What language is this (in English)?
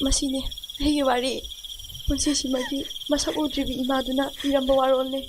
Manipuri